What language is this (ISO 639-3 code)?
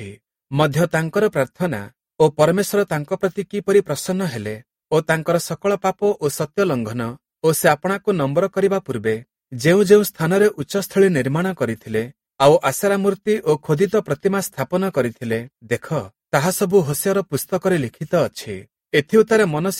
ori